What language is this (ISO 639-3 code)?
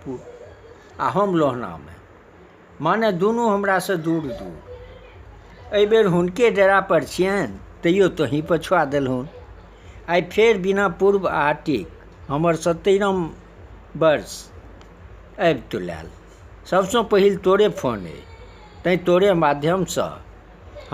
mai